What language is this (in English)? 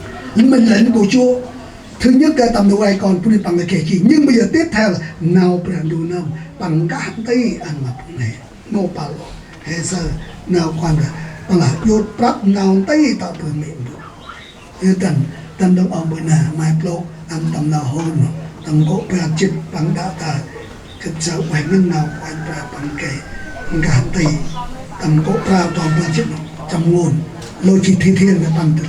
Central Mnong